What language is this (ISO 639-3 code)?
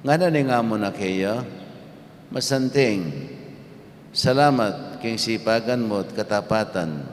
pam